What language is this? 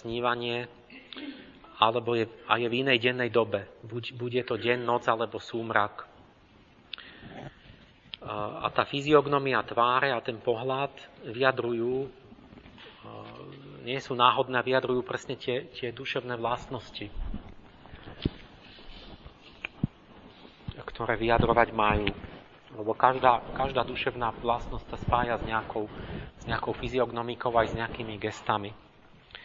Slovak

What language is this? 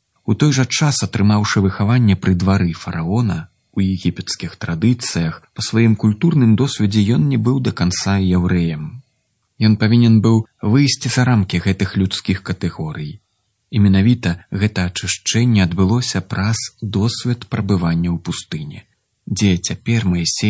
Belarusian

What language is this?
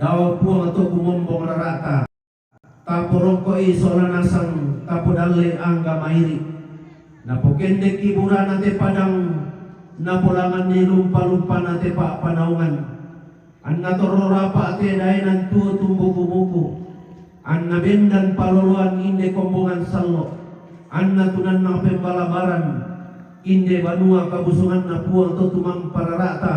Toraja-Sa'dan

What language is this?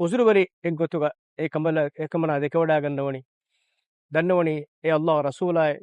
Divehi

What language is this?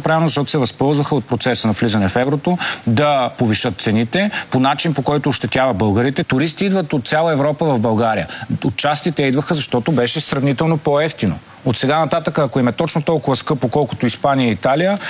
Bulgarian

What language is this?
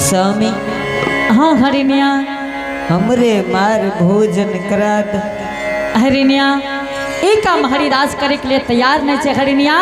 Angika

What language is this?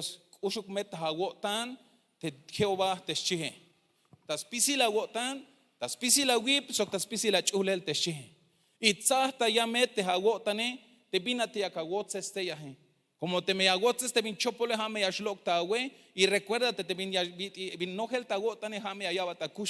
Tzeltal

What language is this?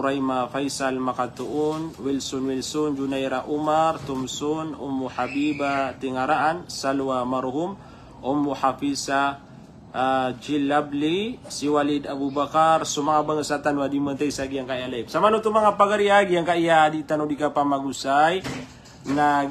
Maranao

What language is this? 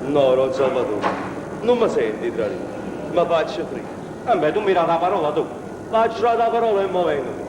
Neapolitan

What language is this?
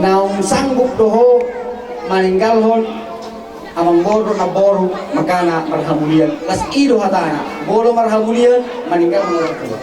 Batak Toba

